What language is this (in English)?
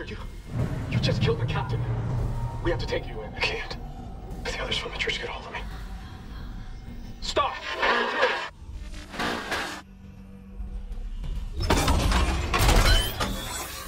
English